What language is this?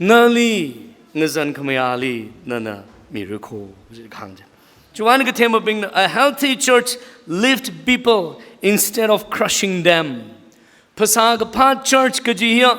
Tangkhul Naga (India)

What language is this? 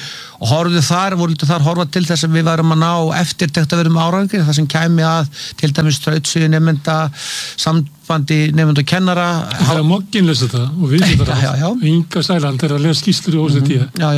Icelandic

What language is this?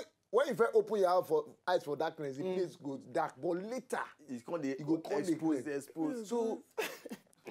Nigerian Pidgin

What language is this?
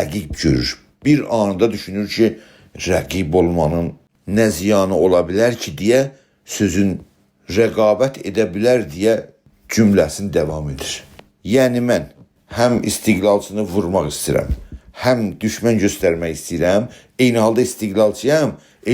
South Azerbaijani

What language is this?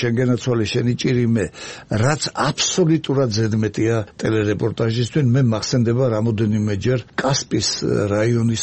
Georgian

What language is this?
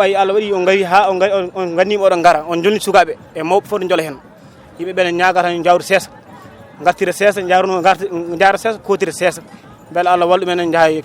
Fula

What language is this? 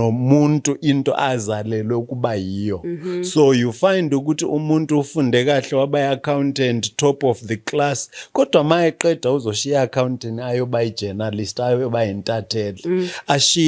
Zulu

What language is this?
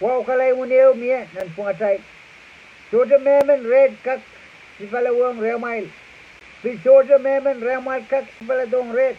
Pohnpeian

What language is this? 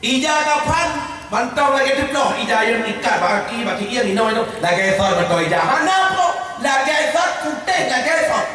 Achinese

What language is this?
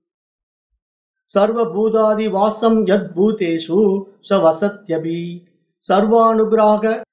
Tamil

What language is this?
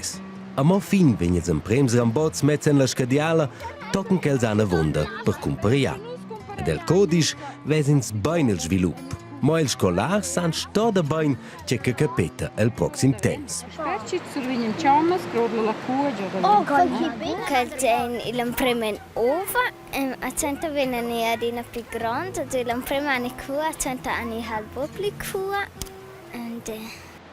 Romansh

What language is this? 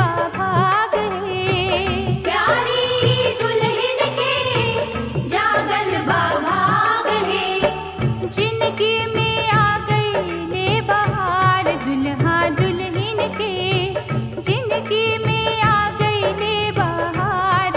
Bhojpuri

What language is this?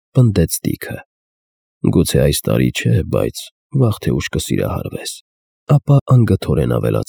Armenian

